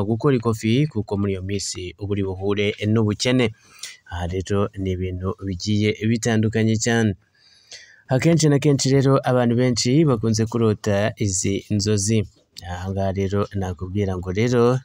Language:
Kinyarwanda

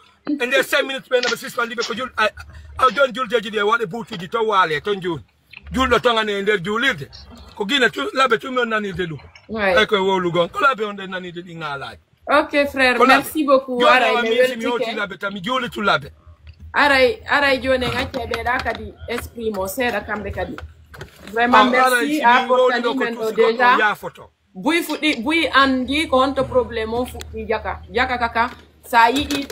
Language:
Fula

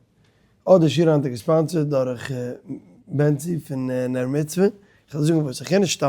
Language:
Yiddish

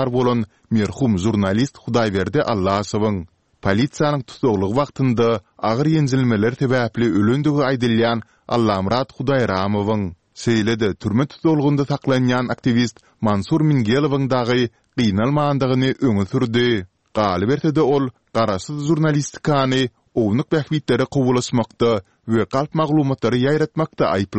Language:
Turkmen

